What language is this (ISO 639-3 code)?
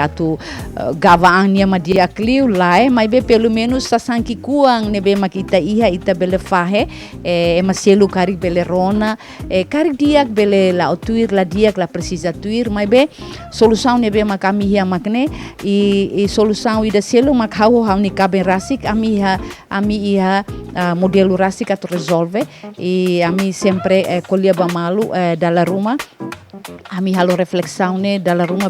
tet